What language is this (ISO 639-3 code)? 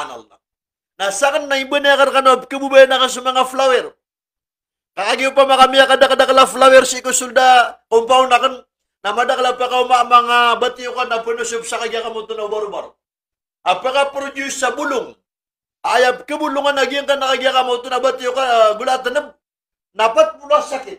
mrw